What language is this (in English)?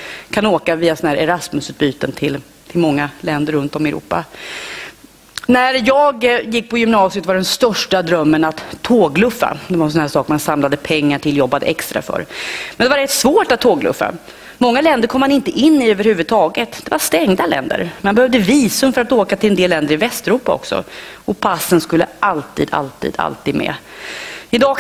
Swedish